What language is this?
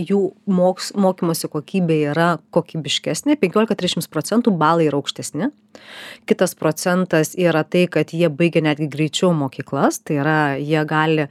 Lithuanian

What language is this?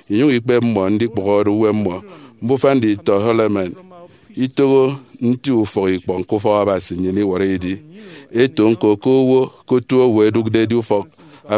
Efik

